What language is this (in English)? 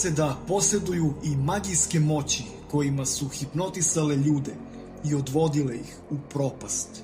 Serbian